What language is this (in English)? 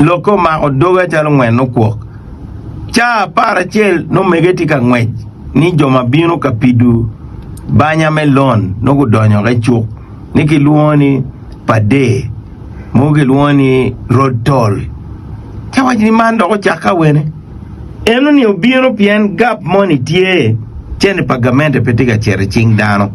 Acoli